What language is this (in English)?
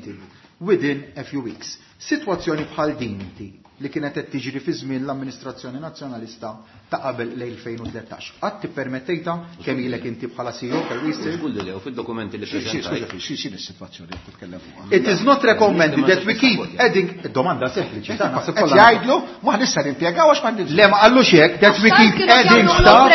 Maltese